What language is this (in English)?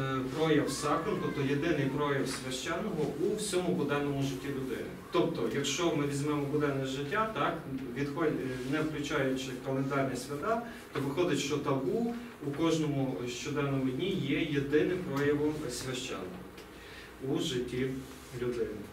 Ukrainian